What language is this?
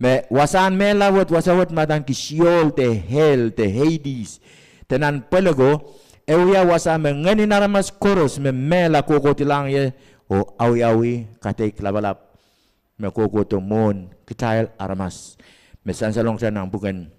Pohnpeian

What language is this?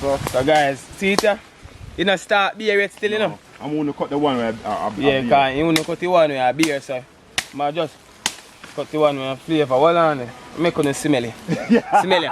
Jamaican Creole English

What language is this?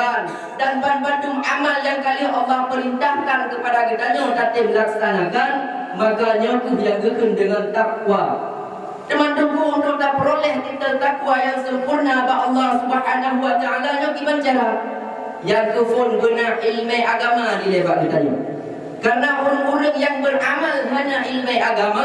Achinese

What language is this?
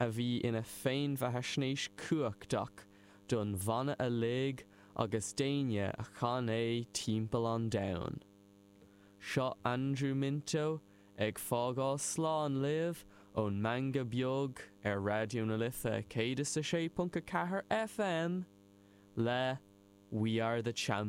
Irish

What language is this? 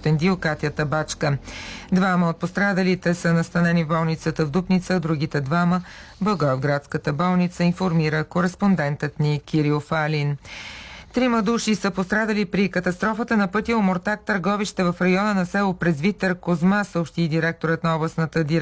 Bulgarian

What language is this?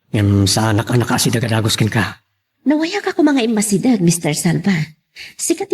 Iloko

